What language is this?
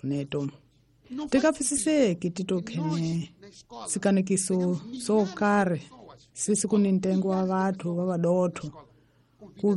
Tsonga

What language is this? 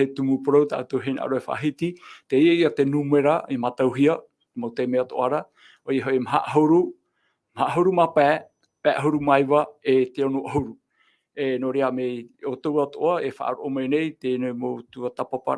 Tahitian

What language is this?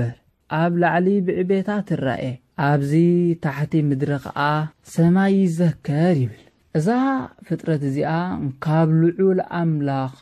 Tigrinya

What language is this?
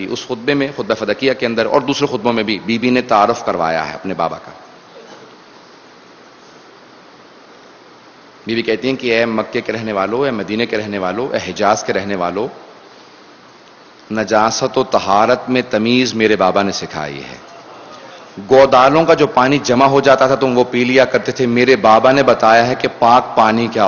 Urdu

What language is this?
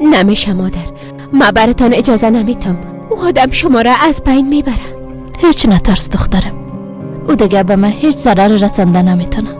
Persian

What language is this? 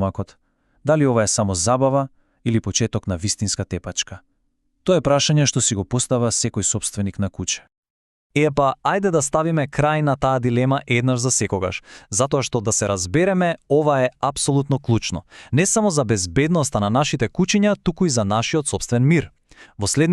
Macedonian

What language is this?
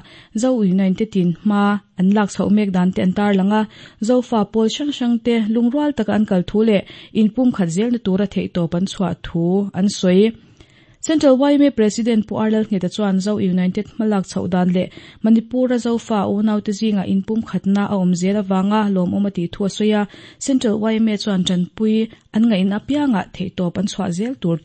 Mizo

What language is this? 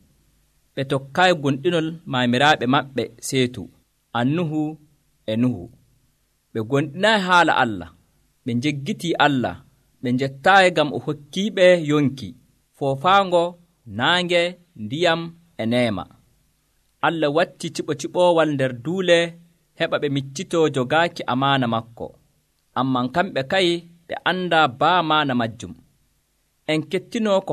Nigerian Fulfulde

